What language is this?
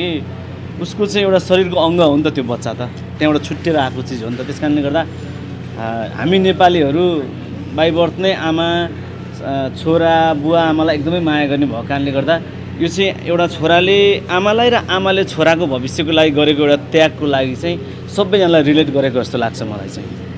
Nepali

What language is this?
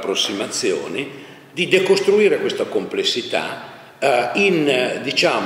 Italian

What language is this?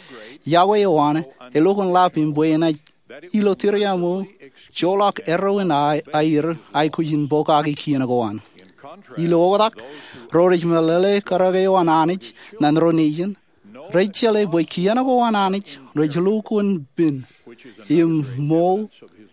Marshallese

